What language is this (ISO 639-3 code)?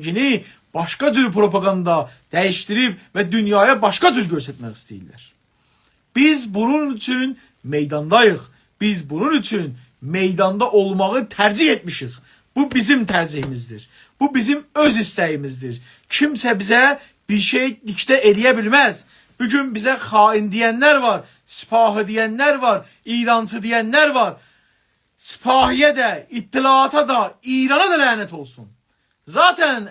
azb